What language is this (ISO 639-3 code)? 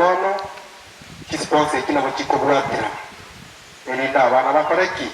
guz